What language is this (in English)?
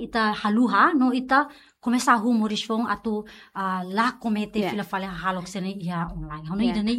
Tetum